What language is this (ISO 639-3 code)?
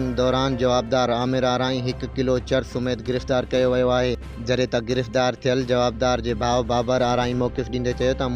snd